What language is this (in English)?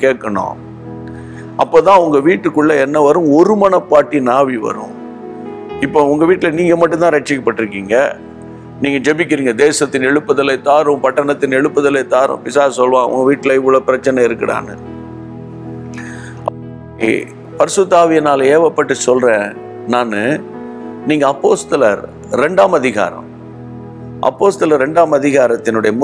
Tamil